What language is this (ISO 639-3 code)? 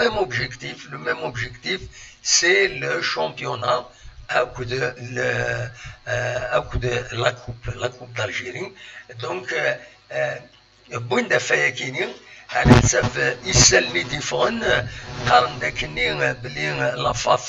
kab